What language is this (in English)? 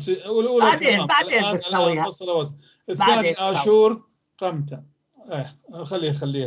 North Levantine Arabic